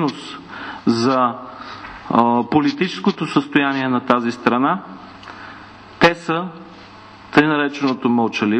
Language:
Bulgarian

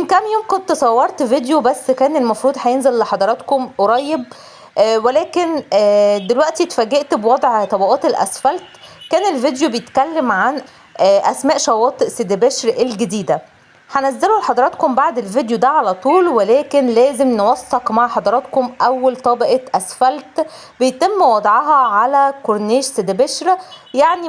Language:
Egyptian Arabic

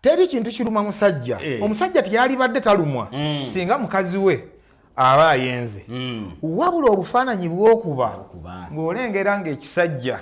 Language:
Ganda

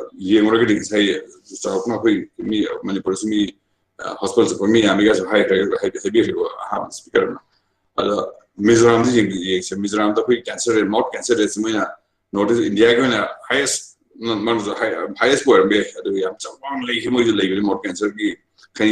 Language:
Manipuri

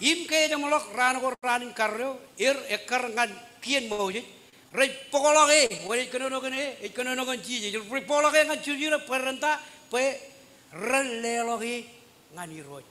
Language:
Marshallese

